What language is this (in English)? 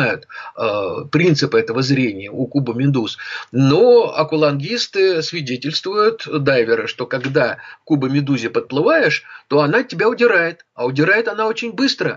Russian